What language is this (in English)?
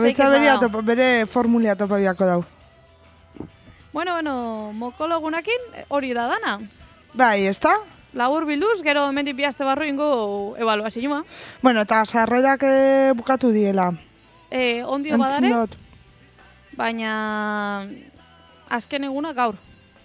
Basque